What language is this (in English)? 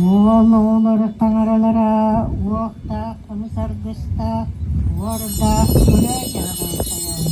Yakut